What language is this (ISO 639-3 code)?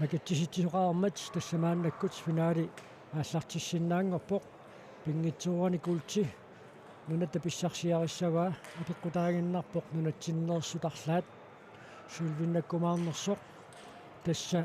kal